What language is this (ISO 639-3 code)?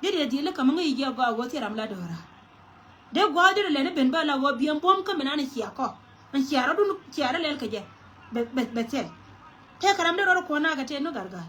nus